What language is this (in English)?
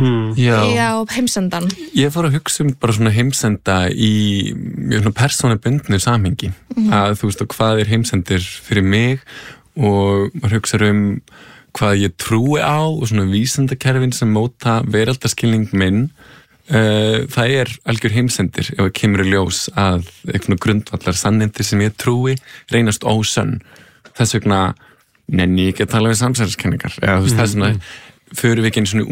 Icelandic